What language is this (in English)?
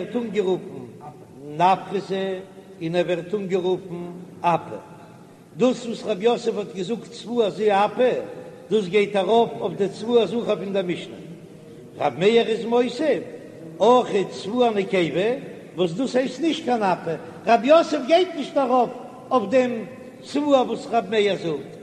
Yiddish